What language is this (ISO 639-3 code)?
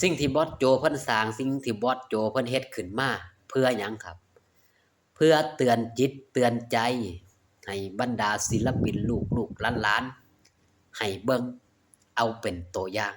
tts